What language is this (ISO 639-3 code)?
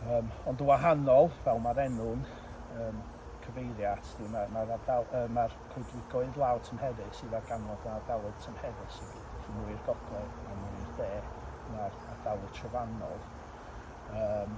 cym